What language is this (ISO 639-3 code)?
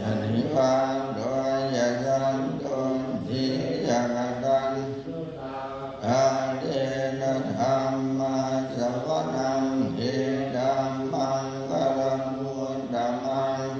pli